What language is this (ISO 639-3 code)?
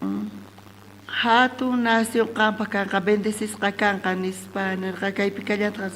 quh